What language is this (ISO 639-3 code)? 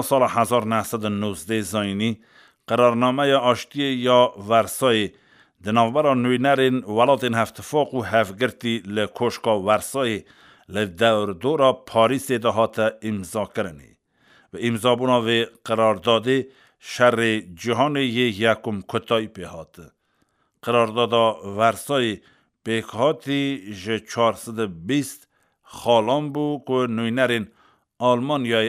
kur